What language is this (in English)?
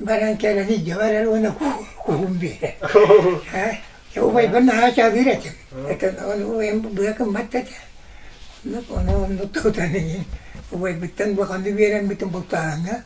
Yakut